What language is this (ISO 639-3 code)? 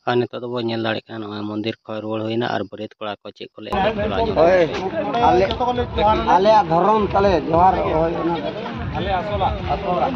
sat